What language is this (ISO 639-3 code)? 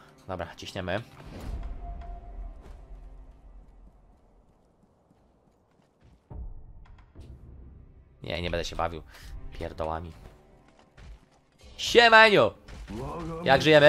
pol